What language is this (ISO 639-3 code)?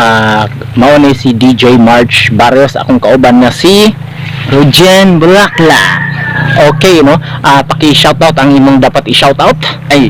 ceb